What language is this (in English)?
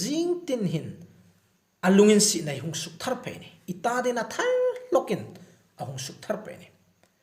Hmar